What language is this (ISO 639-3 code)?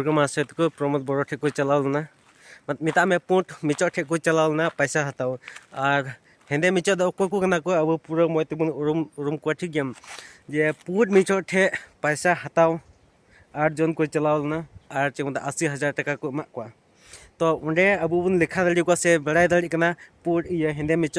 sat